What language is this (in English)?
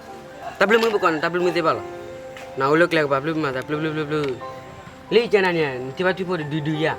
S'gaw Karen